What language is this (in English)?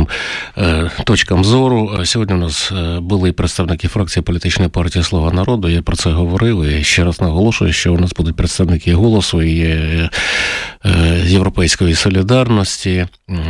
Ukrainian